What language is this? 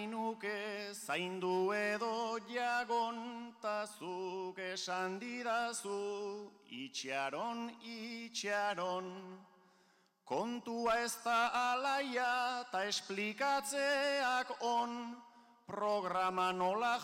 Basque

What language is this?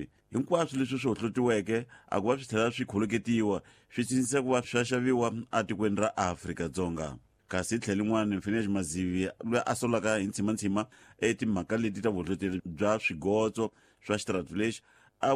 Tsonga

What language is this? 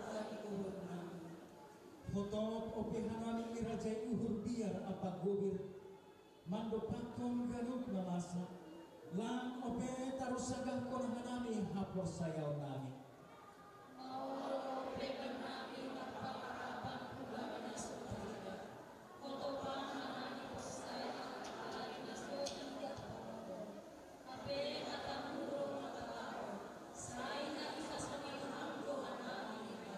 Batak Simalungun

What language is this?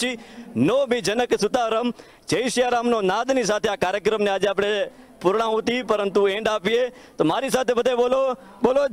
Gujarati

